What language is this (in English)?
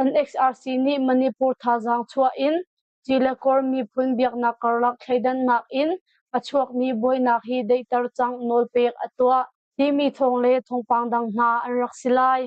Hakha Chin